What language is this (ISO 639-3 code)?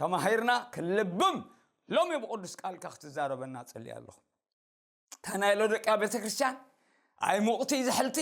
tir